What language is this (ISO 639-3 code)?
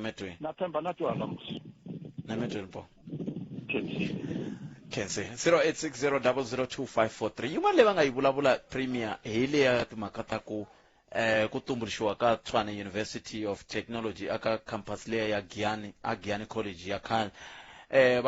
tso